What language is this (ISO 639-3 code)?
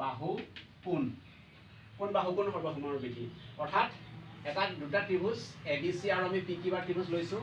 asm